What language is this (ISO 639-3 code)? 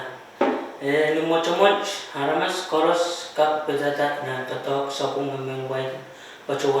pon